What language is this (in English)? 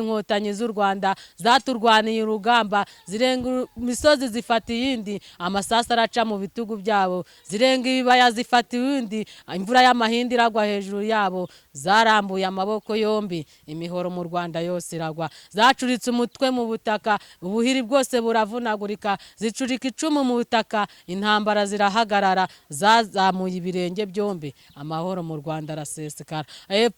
Kinyarwanda